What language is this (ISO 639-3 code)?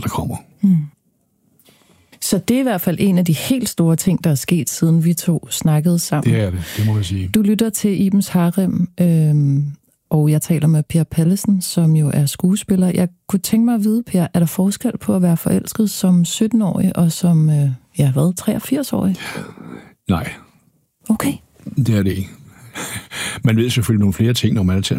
dan